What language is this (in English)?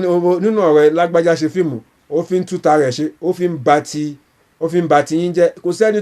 Yoruba